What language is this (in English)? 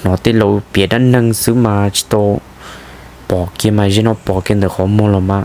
Hmong